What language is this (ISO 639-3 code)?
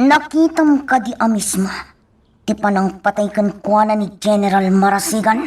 ilo